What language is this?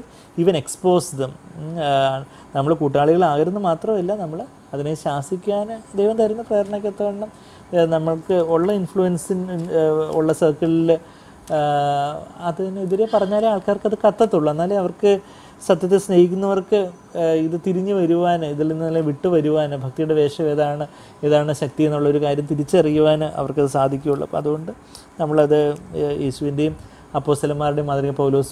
Malayalam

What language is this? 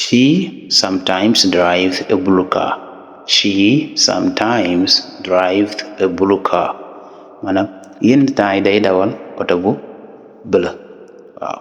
Wolof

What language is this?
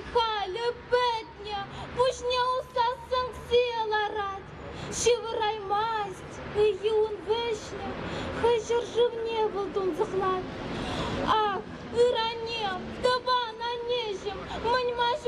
Chuvash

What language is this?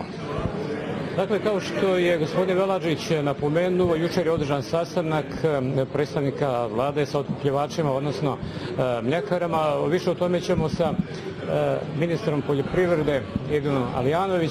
Bosnian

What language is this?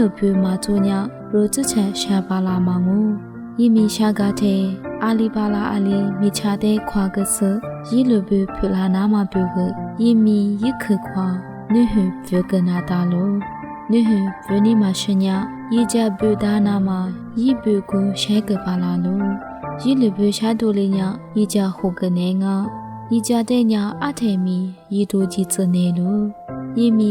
Lisu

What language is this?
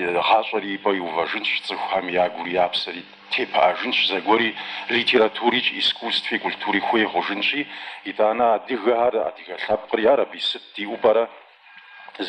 Kabardian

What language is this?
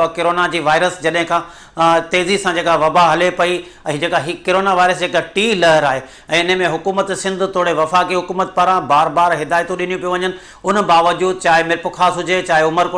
Sindhi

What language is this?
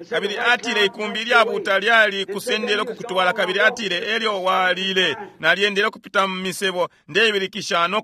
Bemba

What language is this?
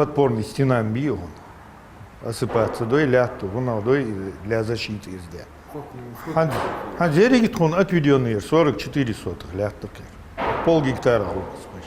Ingush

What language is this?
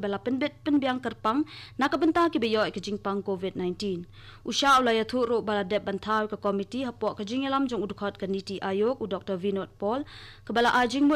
Khasi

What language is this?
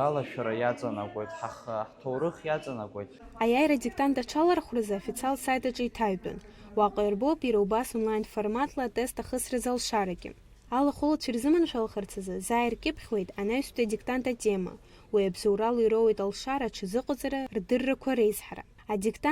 Abkhazian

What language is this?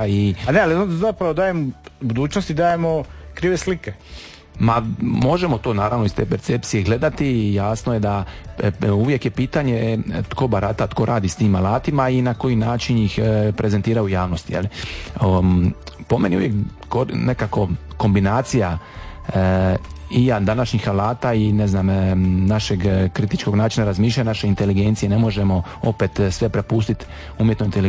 Croatian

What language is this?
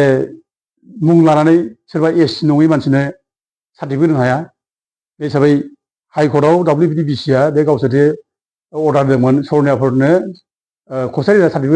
Bodo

